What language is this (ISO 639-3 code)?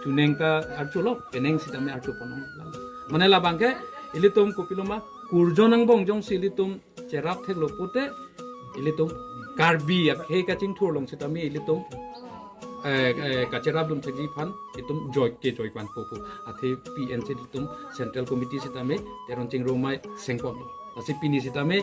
mjw